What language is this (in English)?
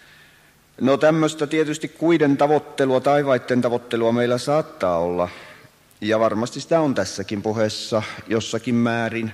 Finnish